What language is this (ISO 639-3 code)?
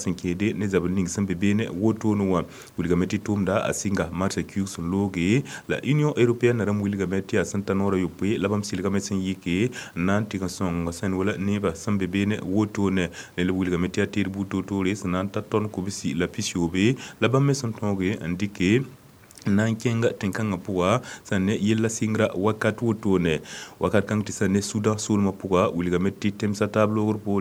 mos